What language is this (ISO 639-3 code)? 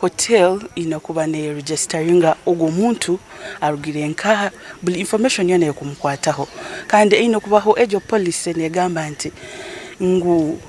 nyn